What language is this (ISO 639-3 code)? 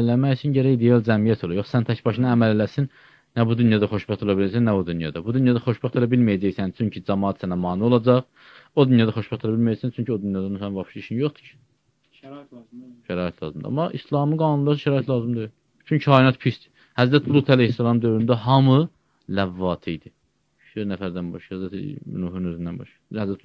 aze